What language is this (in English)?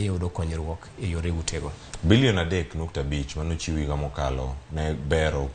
Luo (Kenya and Tanzania)